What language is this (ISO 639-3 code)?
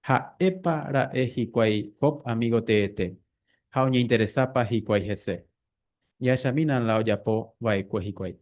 grn